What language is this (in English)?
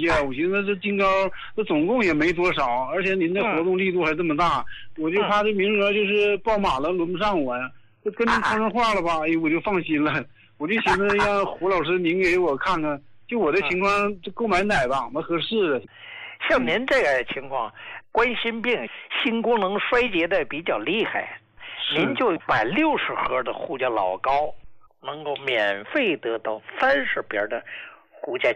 Chinese